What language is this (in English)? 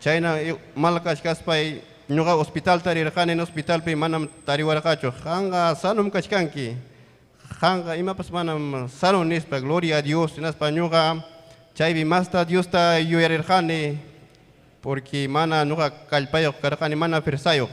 Ayacucho Quechua